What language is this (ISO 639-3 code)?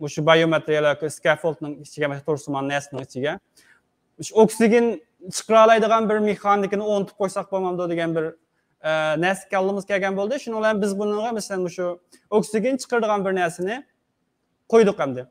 uig